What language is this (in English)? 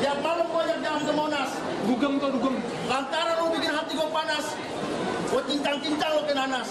Betawi